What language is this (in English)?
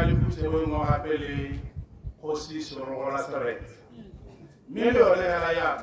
Tswana